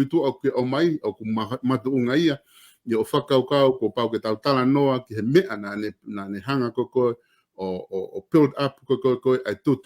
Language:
Tongan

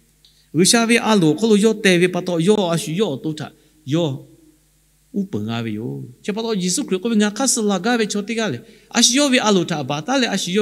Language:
Lahu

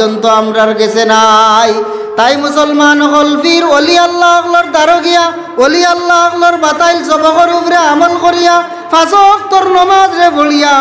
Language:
Sylheti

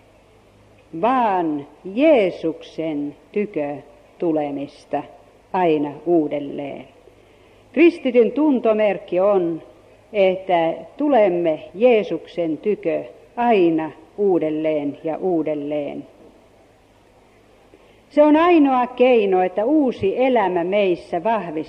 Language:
Finnish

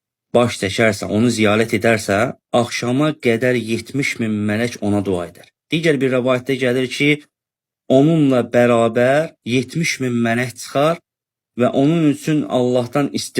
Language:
Azerbaijani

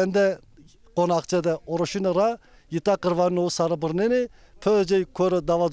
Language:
Zaza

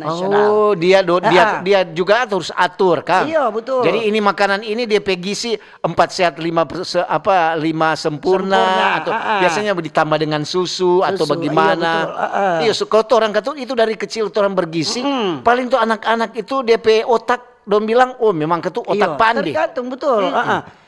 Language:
Manado Malay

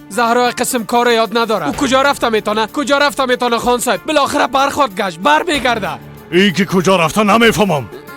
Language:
Persian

